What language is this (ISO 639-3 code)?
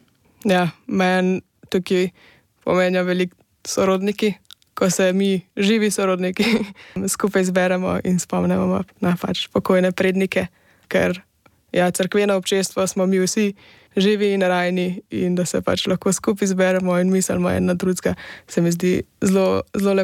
slv